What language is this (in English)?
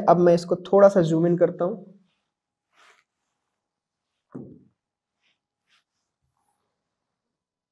Hindi